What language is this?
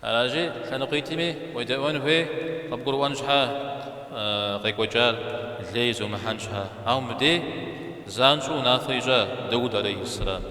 Kabardian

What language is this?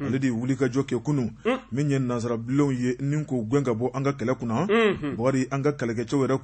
Bambara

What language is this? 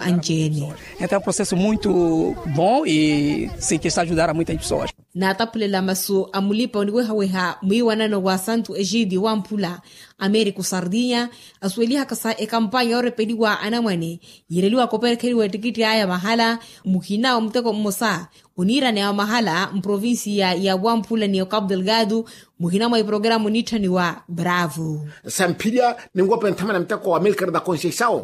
Makhuwa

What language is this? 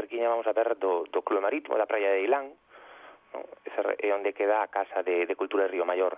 Galician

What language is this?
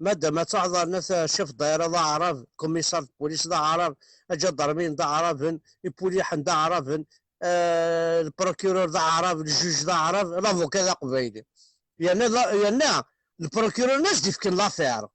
Kabyle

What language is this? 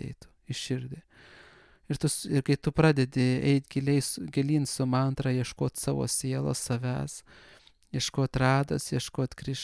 Lithuanian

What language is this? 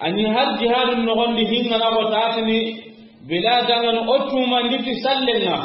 Soninke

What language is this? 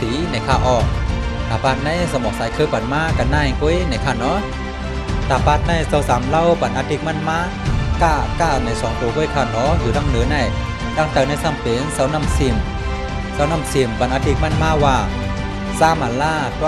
Shan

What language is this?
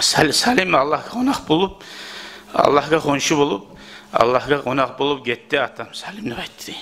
Kumyk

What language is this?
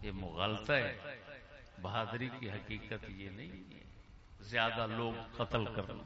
Saraiki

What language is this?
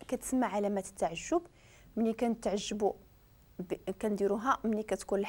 Moroccan Arabic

